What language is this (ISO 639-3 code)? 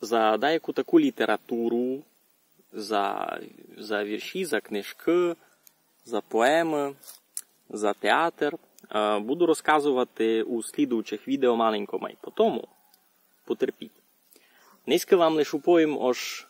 rue